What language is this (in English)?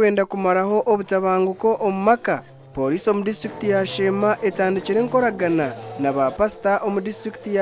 Nyankole